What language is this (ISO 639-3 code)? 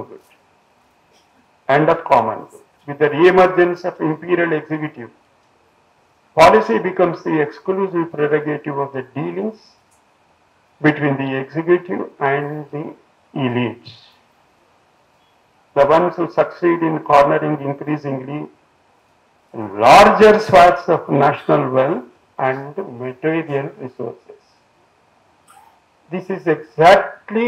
eng